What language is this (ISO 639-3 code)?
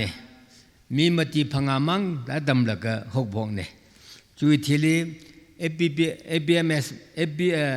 nmf